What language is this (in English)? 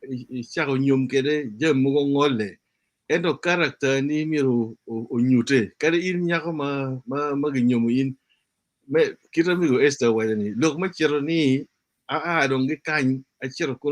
Acoli